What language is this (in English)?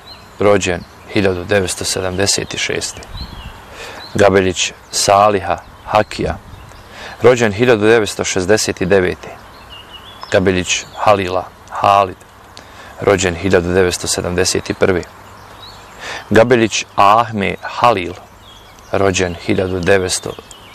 Bosnian